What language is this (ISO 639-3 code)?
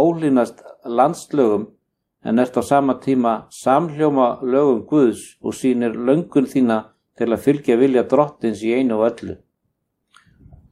isl